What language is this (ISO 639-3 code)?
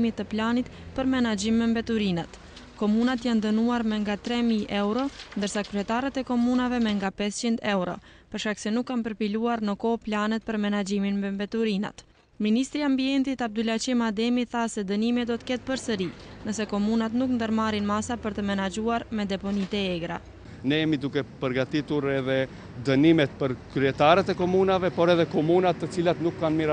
sqi